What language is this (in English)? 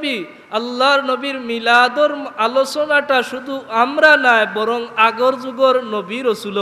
Sylheti